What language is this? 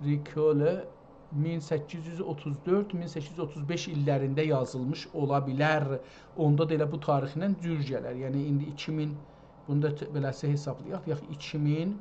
South Azerbaijani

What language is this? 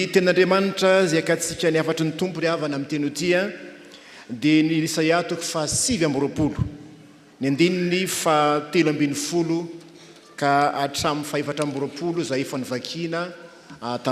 Malagasy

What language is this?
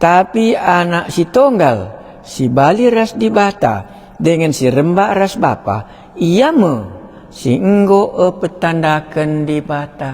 Batak Karo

